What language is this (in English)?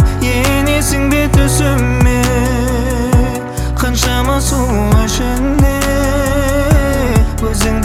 Kazakh